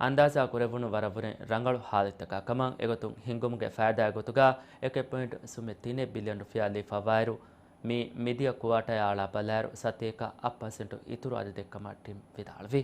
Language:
Divehi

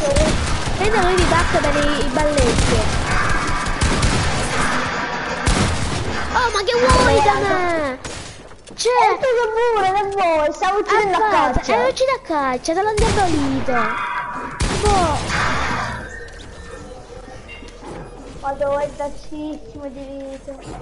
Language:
Italian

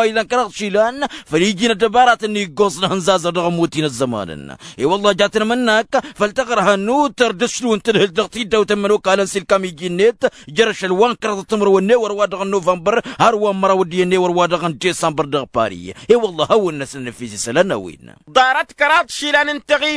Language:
Tamasheq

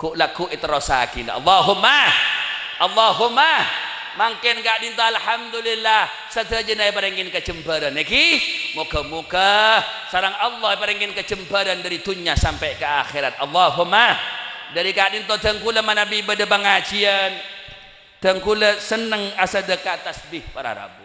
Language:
Madurese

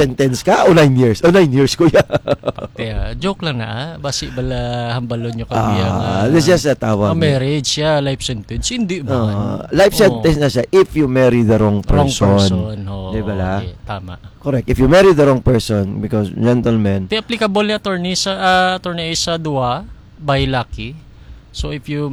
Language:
Hiligaynon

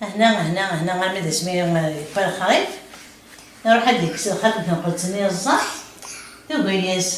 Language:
Kabyle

